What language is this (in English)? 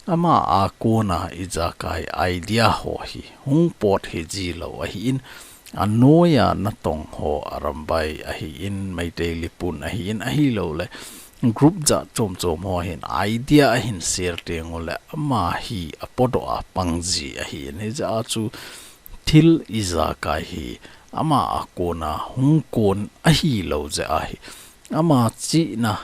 Thado Chin